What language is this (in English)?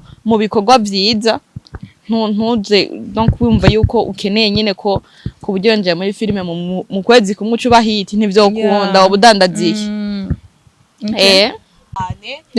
Rundi